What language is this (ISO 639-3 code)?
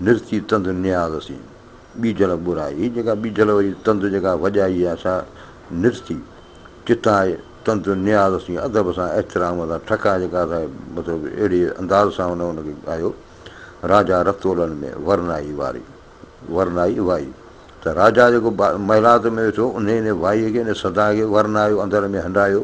snd